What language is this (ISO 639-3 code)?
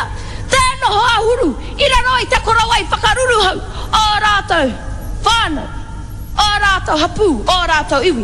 mri